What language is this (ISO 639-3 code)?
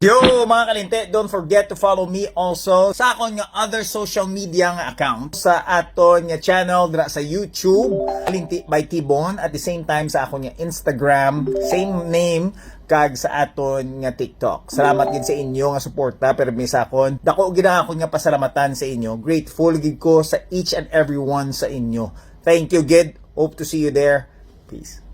hil